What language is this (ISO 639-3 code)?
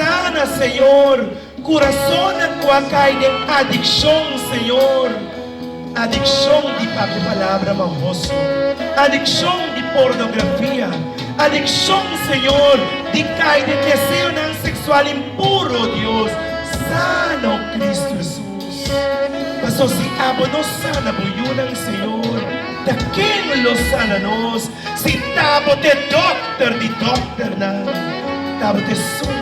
pap